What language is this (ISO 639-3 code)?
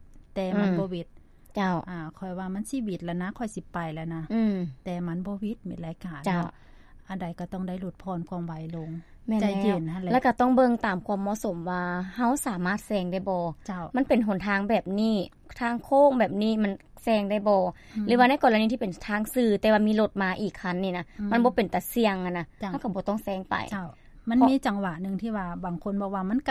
lao